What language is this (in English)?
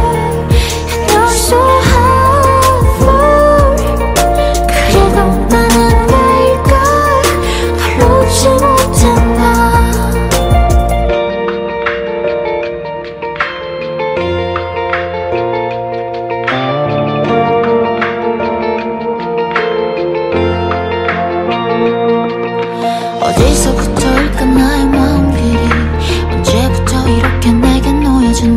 Korean